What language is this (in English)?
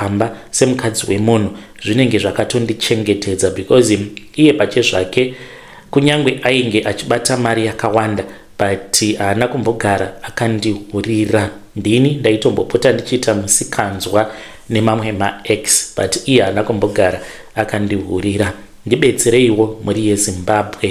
Shona